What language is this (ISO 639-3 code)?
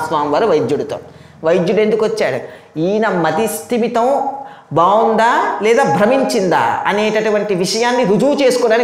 tel